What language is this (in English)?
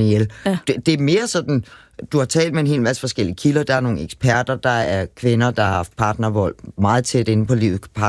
Danish